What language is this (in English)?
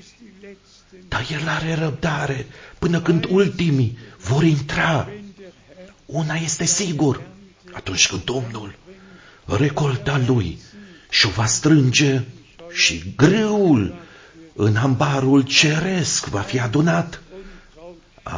Romanian